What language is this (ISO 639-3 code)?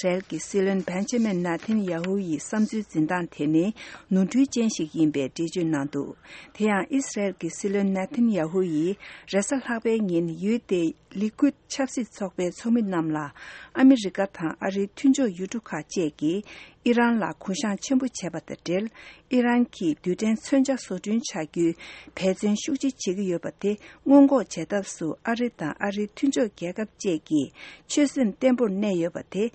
bod